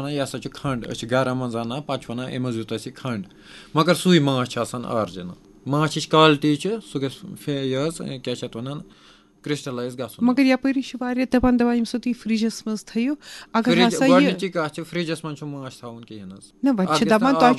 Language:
Kashmiri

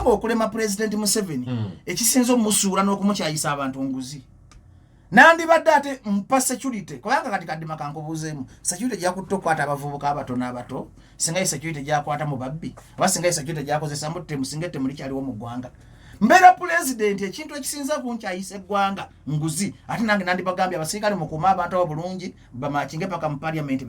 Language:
Ganda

